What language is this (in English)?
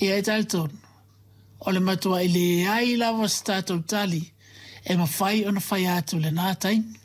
Samoan